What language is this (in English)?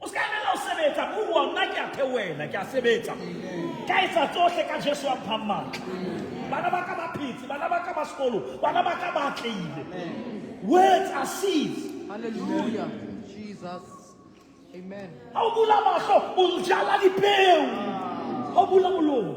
Southern Sotho